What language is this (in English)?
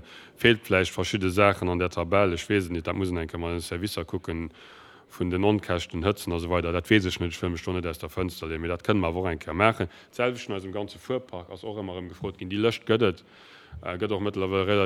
Luxembourgish